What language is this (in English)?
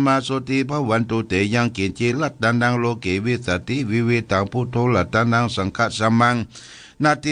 Pali